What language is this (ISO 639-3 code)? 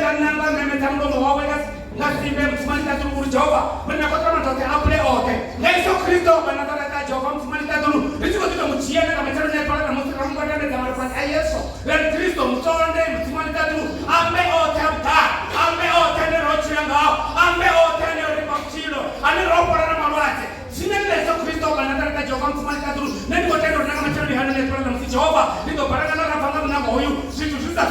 ven